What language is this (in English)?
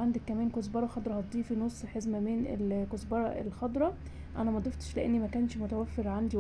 Egyptian Arabic